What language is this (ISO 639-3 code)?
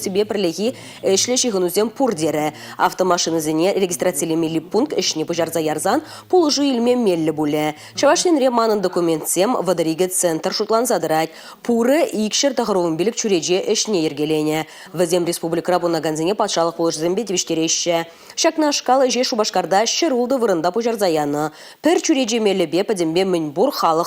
chv